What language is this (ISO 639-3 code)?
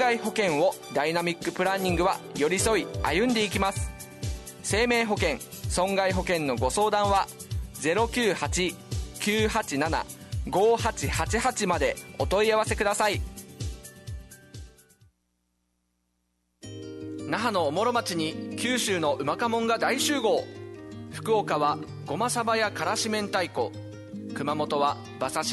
jpn